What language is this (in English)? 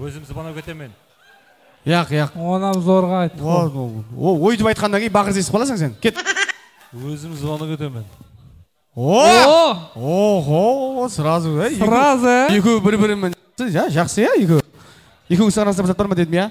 Kara-Kalpak